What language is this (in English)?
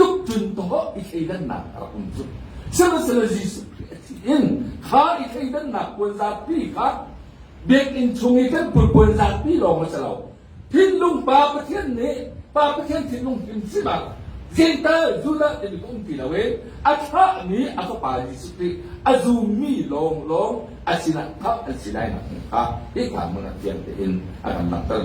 Hakha Chin